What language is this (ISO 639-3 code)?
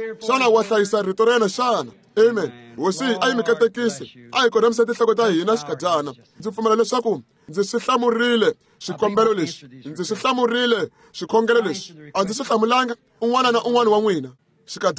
tso